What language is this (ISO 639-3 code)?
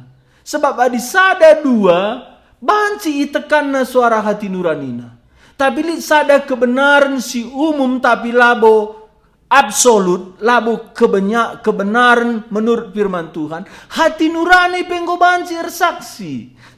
btx